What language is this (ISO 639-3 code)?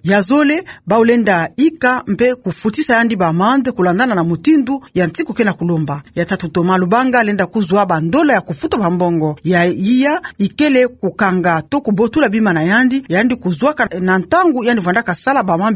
ktu